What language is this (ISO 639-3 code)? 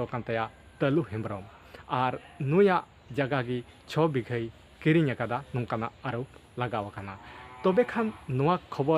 sat